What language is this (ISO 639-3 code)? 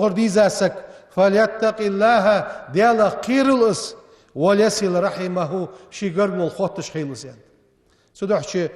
inh